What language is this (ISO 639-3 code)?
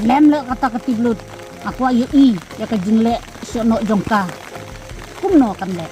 kha